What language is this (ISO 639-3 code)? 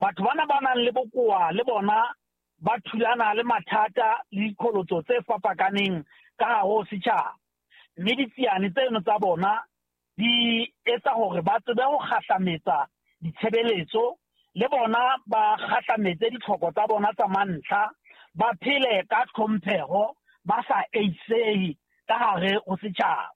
sot